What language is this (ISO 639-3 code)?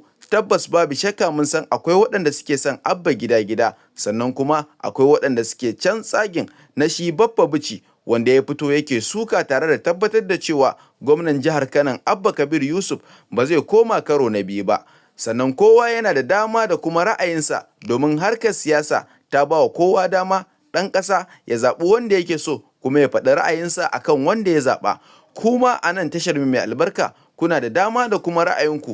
hau